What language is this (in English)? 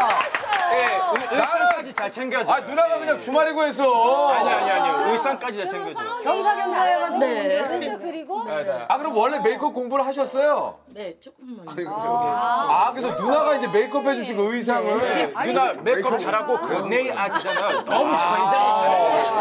Korean